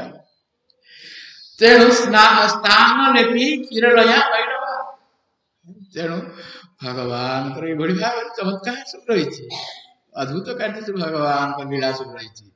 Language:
Odia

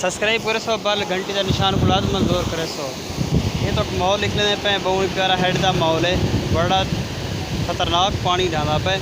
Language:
Saraiki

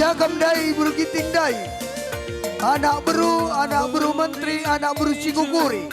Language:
Batak Karo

